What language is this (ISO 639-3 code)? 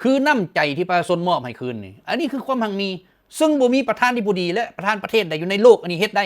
lao